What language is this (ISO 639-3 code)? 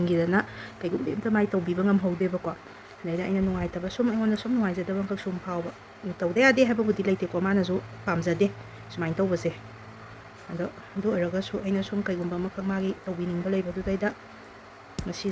mni